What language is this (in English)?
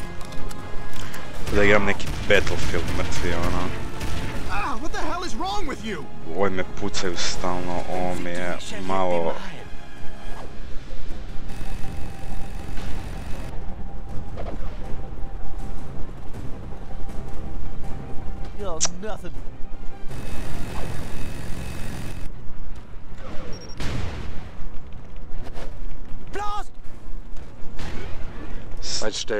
Croatian